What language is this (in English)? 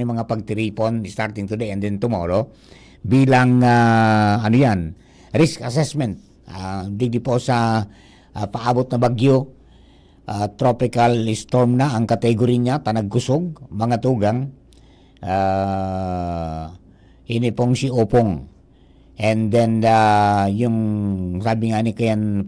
Bikol